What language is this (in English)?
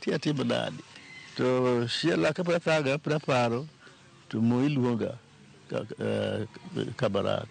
Luo (Kenya and Tanzania)